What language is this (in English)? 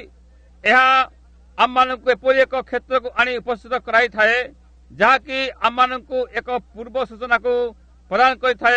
Odia